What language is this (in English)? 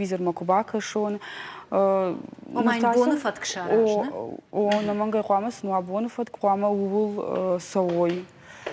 Ossetic